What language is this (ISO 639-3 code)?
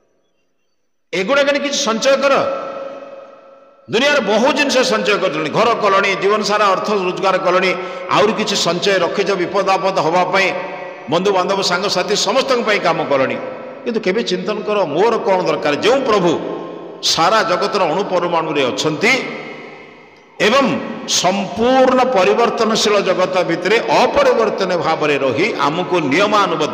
ori